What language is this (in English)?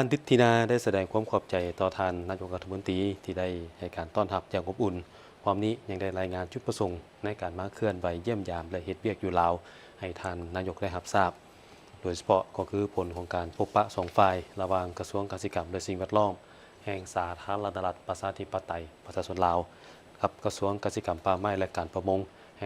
Lao